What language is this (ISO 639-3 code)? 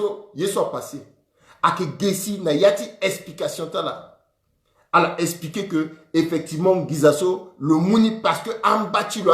sag